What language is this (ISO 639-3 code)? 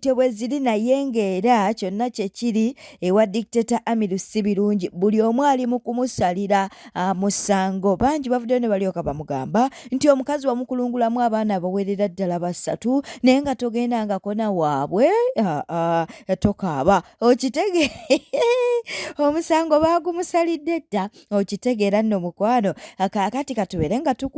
lug